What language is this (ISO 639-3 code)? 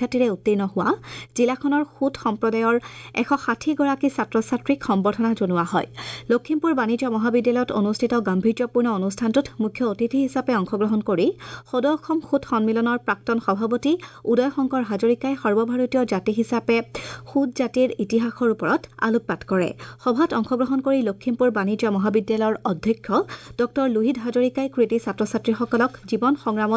asm